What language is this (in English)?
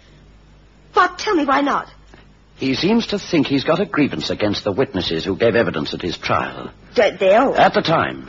English